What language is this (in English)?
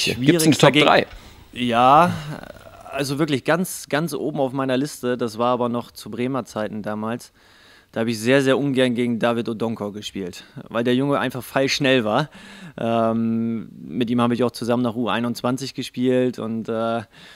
German